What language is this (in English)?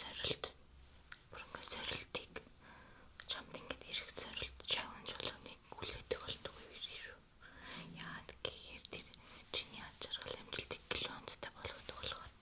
Mongolian